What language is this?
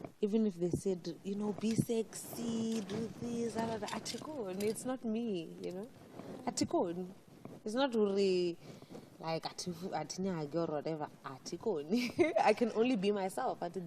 Venda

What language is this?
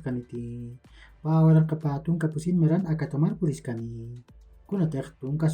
Aymara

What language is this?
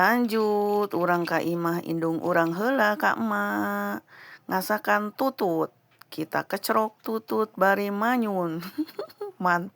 Sundanese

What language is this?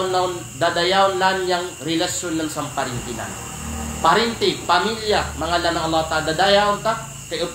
Kalagan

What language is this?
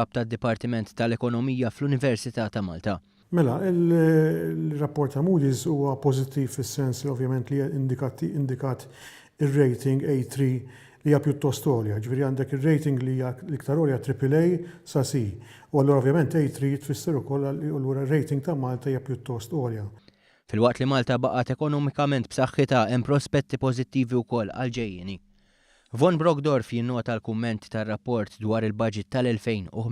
Maltese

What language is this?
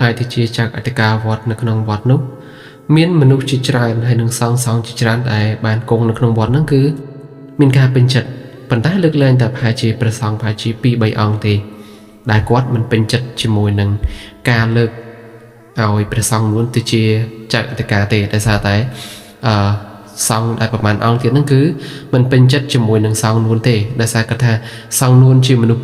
Khmer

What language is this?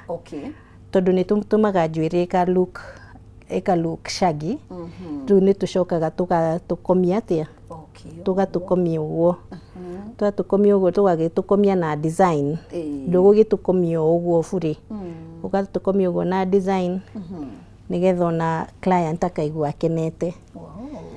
Kikuyu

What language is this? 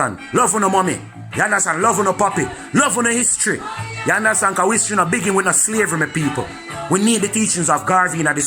Jamaican Creole English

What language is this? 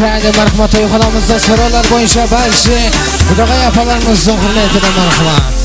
Kara-Kalpak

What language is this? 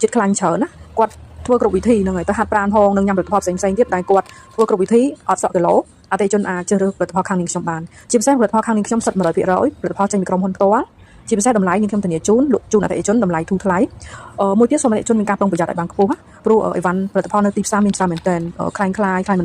Khmer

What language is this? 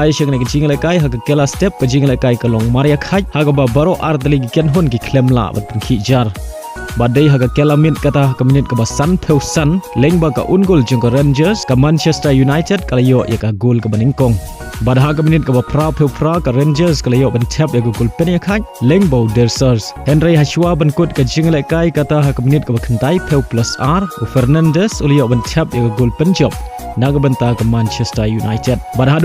Khasi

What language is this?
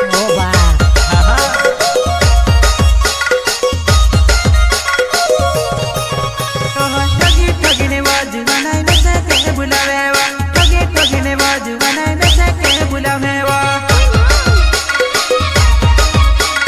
Bhojpuri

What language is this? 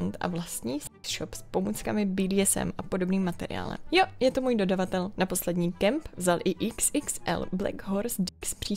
Czech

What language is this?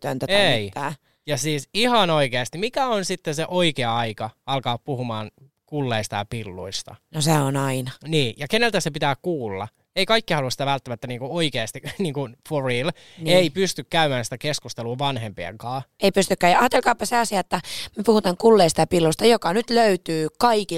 Finnish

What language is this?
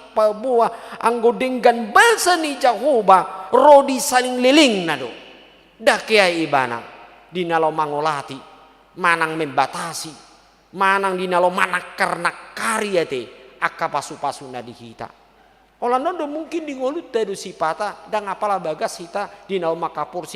Batak Toba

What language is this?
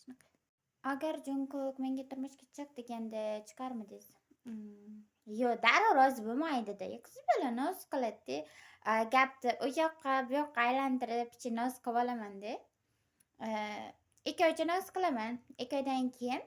Uzbek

